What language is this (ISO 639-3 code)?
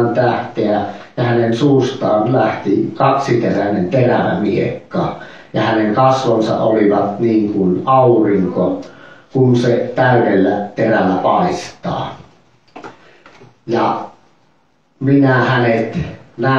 fin